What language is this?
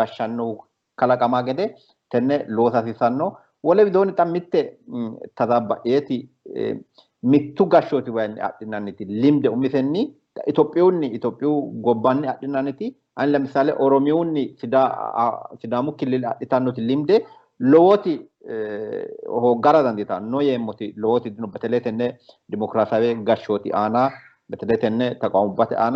Sidamo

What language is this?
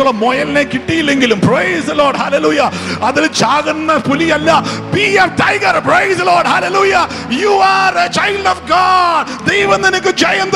Malayalam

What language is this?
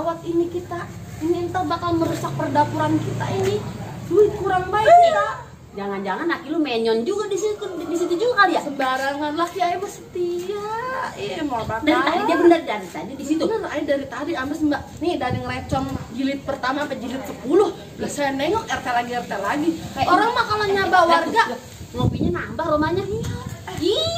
Betawi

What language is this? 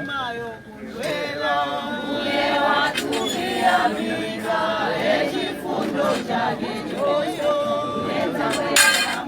Nyanja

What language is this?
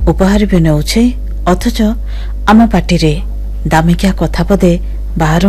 Odia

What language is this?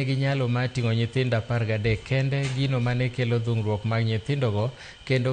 Luo (Kenya and Tanzania)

